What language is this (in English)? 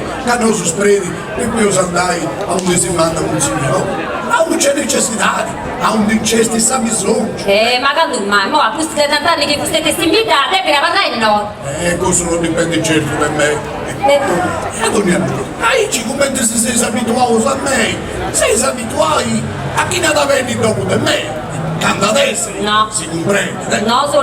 Sardinian